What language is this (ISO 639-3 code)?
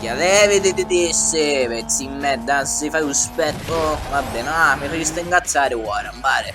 scn